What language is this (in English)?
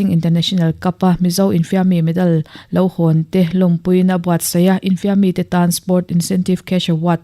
Mizo